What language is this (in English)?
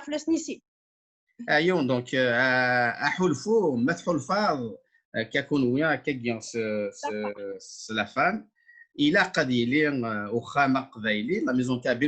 Kabyle